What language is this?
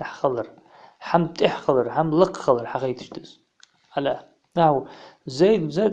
Ingush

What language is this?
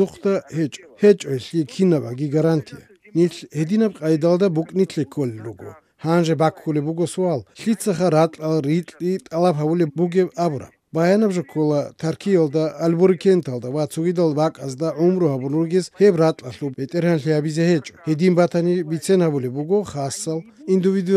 Avaric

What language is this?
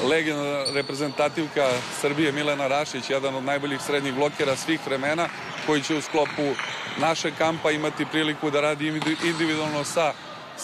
Serbian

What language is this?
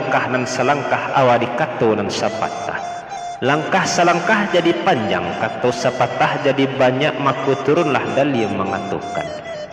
Minangkabau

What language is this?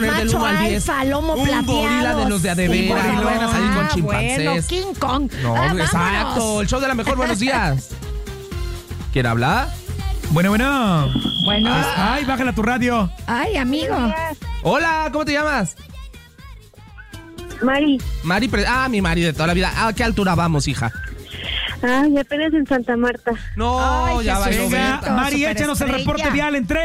Spanish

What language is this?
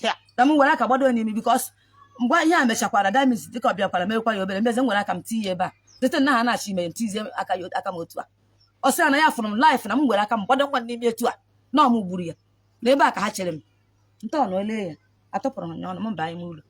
Igbo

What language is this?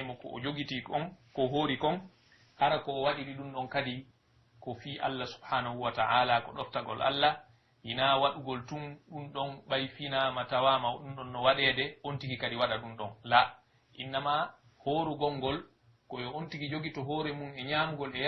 Pular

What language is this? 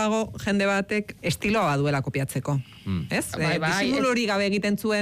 Basque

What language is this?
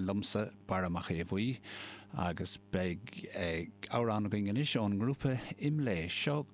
Irish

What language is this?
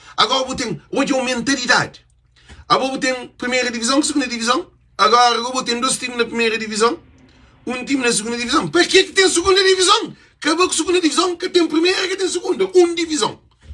Kabuverdianu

